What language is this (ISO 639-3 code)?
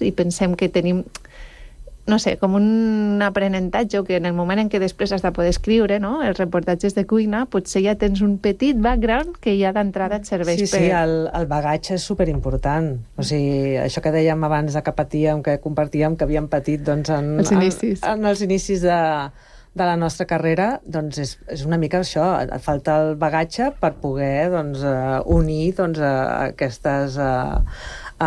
cat